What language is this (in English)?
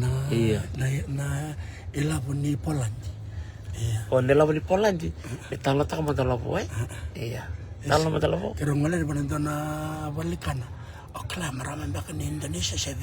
Fijian